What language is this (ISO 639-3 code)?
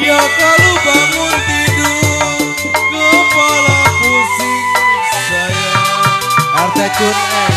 bew